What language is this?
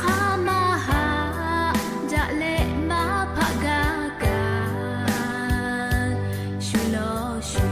Lahu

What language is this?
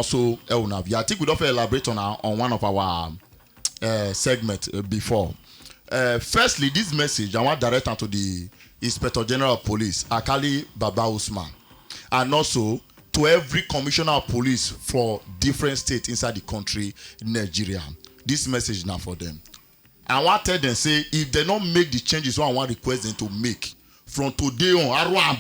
Nigerian Pidgin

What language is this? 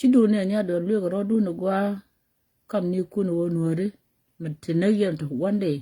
Nuer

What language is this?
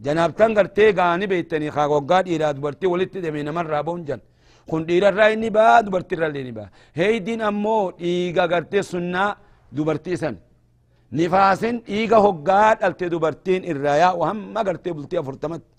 Oromo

